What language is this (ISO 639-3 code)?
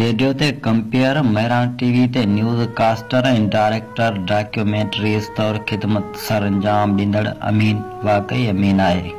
snd